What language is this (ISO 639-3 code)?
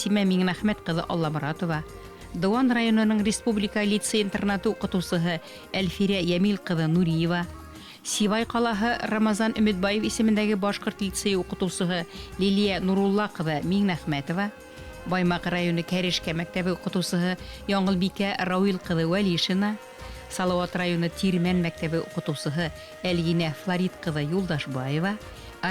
bak